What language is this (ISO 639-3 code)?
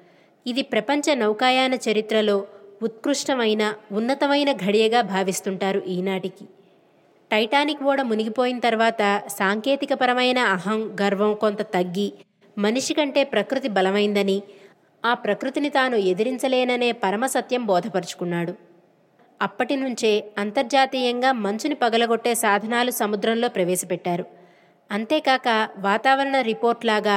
tel